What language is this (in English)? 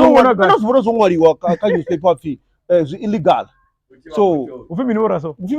Venda